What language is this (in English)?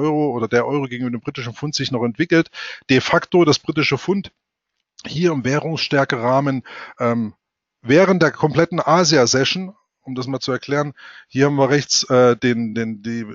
German